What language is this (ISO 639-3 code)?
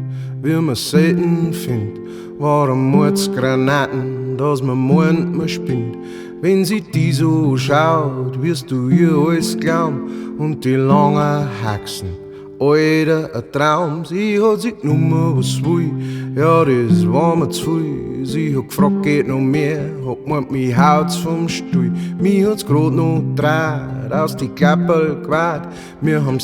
bar